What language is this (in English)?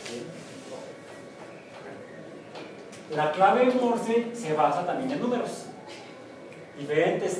Spanish